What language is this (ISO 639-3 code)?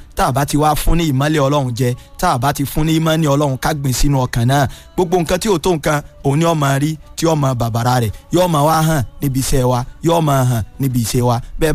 yor